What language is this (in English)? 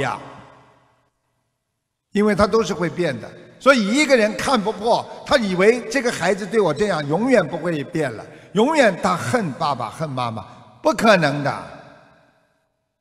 Chinese